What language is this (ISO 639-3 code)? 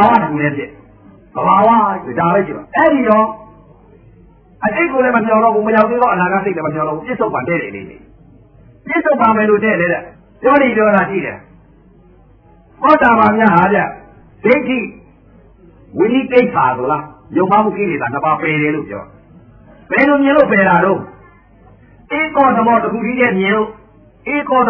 mya